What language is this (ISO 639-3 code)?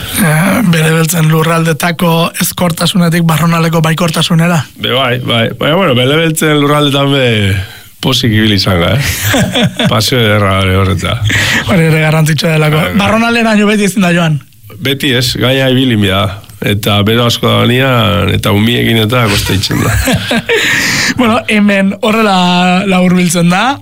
eus